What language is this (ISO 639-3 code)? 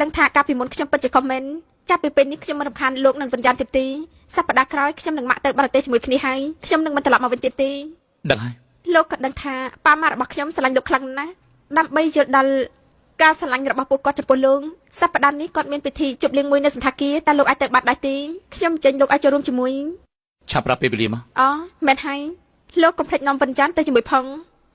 khm